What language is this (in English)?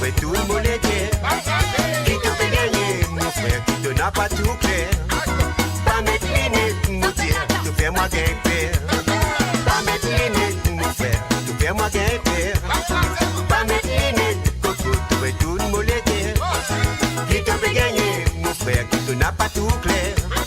Morisyen